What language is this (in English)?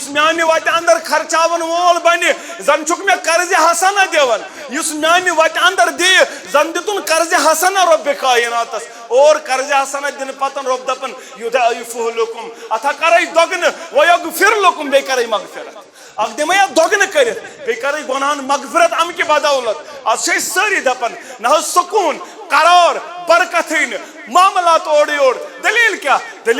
Kashmiri